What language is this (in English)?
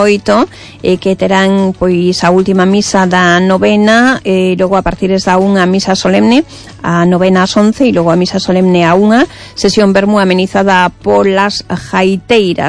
Galician